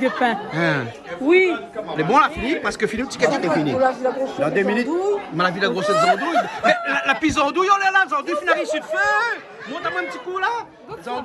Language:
Réunion Creole French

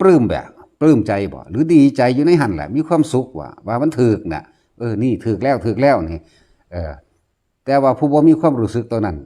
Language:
Northeastern Thai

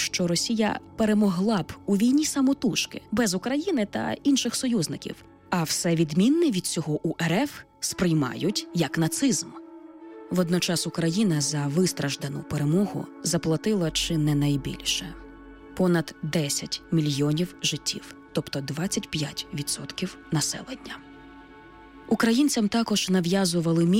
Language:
Ukrainian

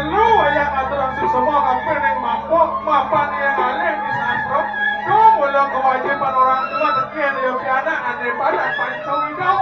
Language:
Balinese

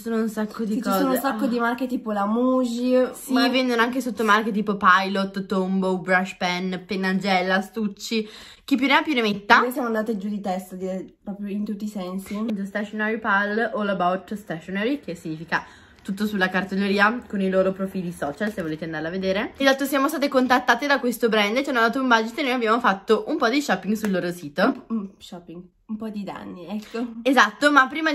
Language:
Italian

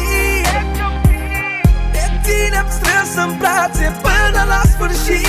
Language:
Romanian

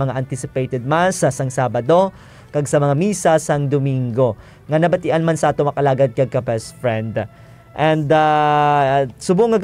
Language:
Hiligaynon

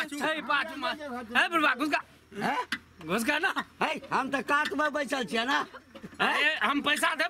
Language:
Maithili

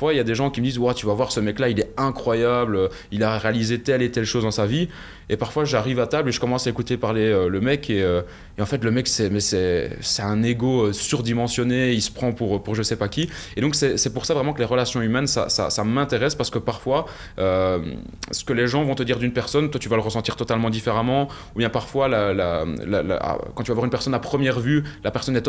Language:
French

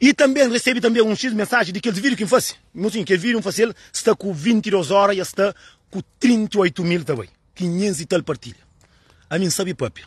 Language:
Kabuverdianu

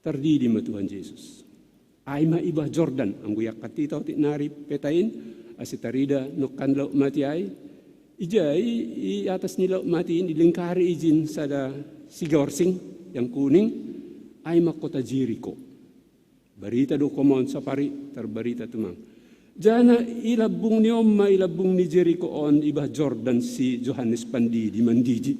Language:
Batak Simalungun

